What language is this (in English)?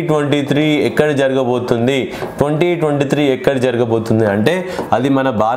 Telugu